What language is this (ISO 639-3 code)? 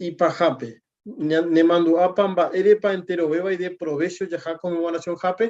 grn